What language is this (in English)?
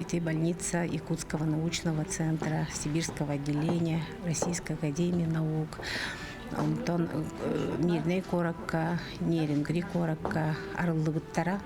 Yakut